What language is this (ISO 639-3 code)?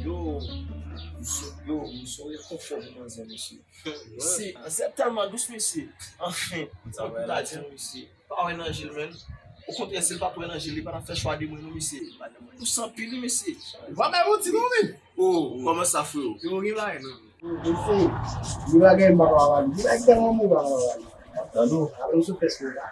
hat